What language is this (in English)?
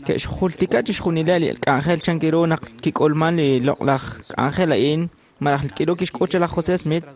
Kekchí